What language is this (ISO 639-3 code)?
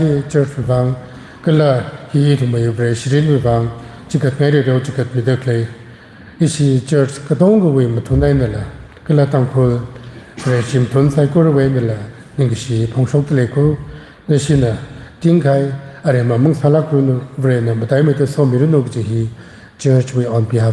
nmf